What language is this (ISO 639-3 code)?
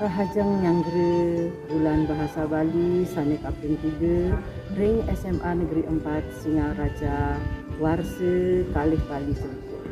ban